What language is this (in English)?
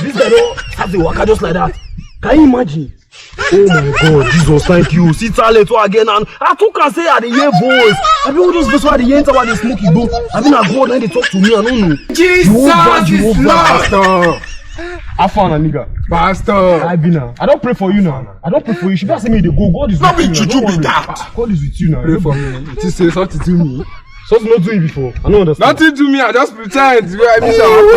Nigerian Pidgin